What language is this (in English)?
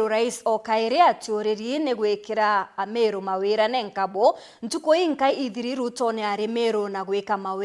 Meru